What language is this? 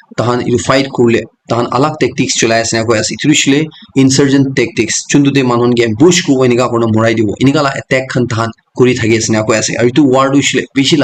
Naga Pidgin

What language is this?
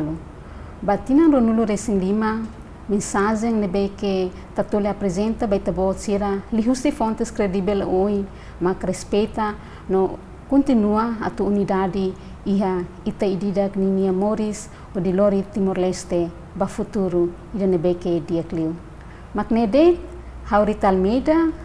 Tetum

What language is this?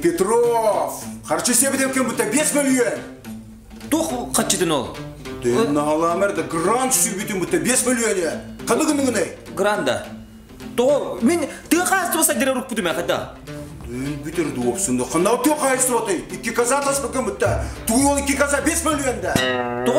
Yakut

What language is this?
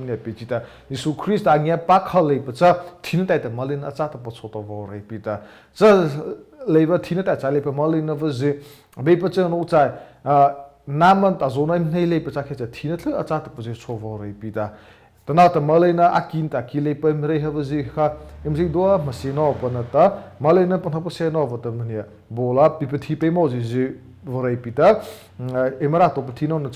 Mara Chin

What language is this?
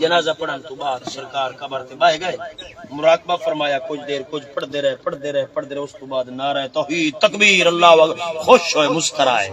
Saraiki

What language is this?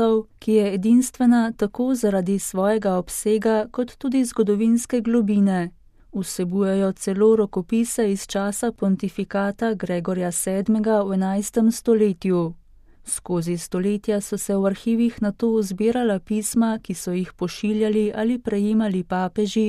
Slovenian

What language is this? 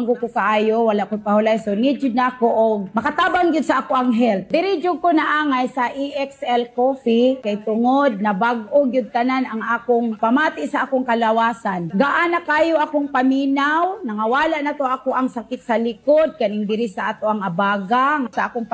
Cebuano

